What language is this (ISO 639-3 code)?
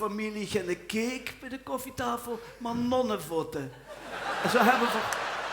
lim